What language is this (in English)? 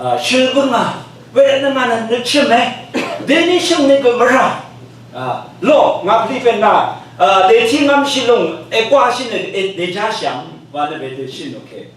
Rawang